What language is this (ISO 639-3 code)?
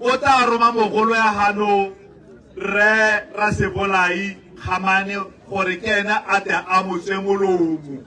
tsn